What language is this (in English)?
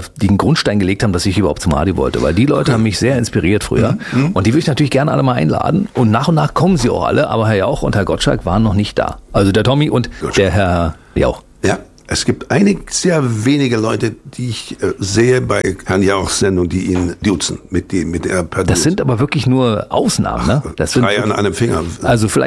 German